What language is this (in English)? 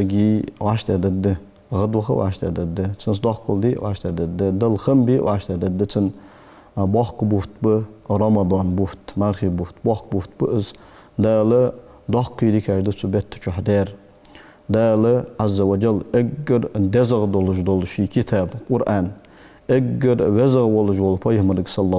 Ingush